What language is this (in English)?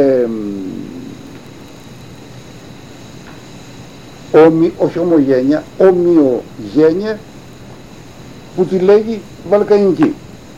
Greek